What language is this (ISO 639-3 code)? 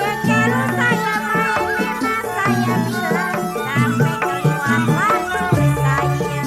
bew